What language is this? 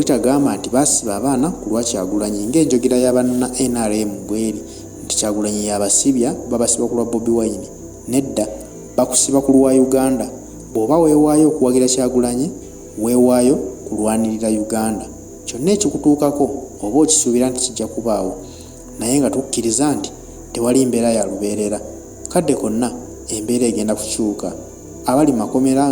Ganda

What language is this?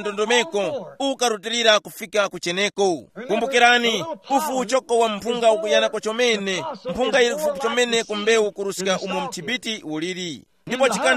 Tumbuka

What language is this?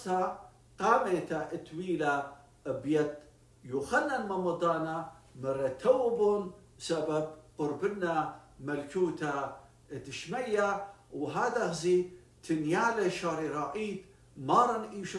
Assyrian Neo-Aramaic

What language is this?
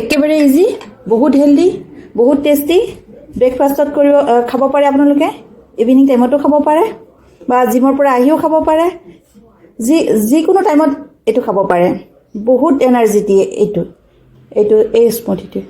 Assamese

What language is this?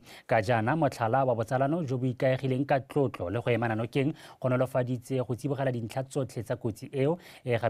Tswana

